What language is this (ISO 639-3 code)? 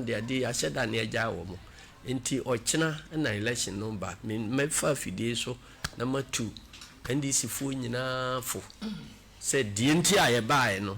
aka